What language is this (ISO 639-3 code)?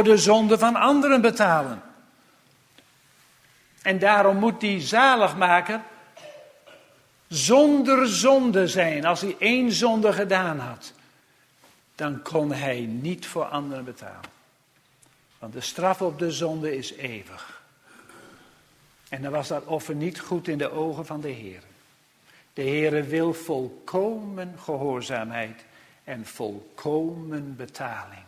nld